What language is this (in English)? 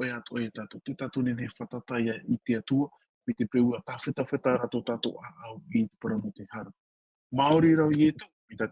Tahitian